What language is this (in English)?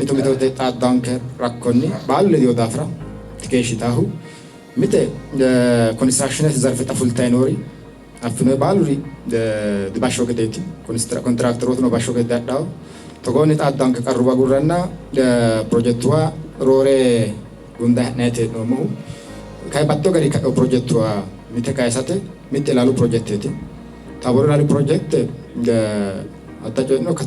Sidamo